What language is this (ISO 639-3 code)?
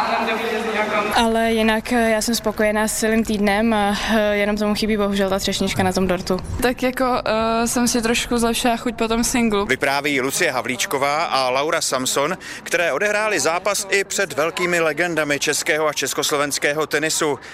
ces